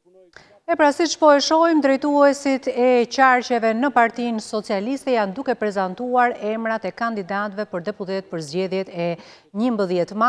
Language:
Albanian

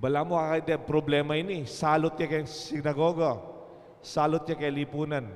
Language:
Pampanga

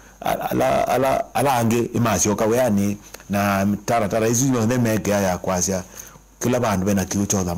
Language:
Kamba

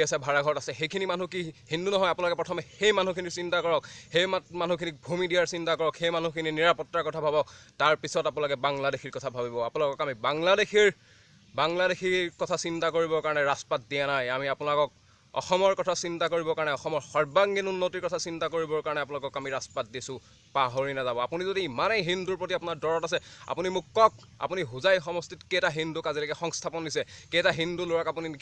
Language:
Assamese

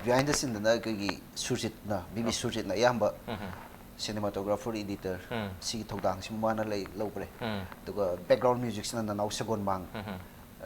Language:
Manipuri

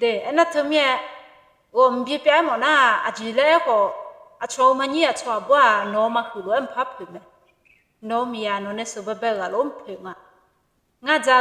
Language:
Akha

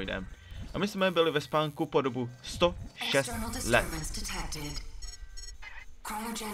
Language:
Czech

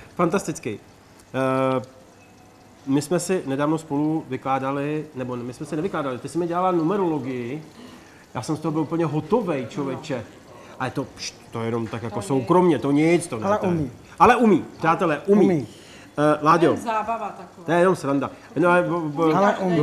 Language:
Czech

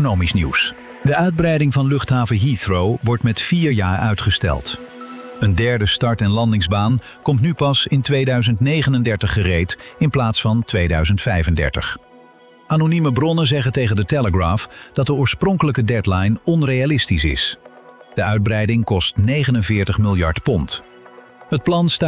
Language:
Dutch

